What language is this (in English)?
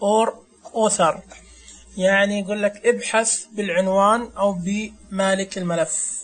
Najdi Arabic